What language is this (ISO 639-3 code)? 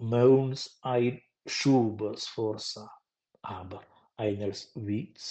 roh